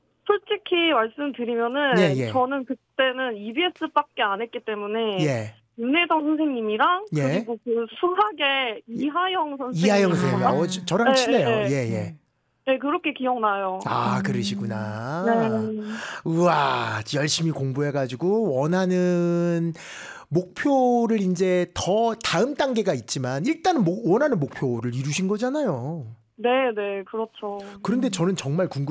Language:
Korean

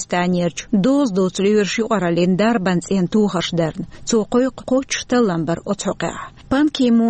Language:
Chechen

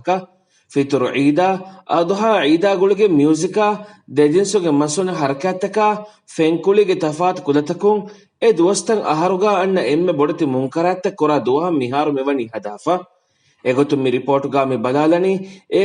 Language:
Divehi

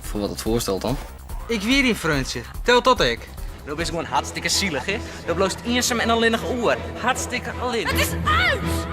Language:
Western Frisian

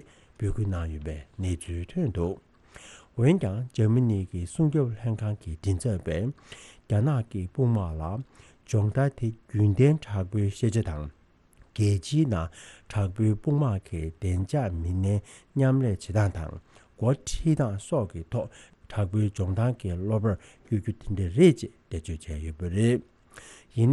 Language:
Tibetan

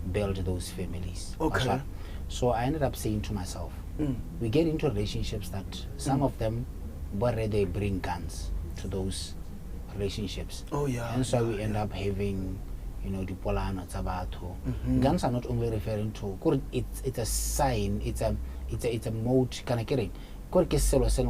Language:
Tswana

